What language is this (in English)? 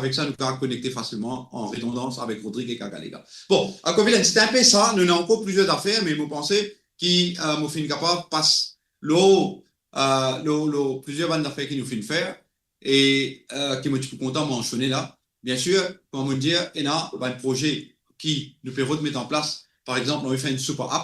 Morisyen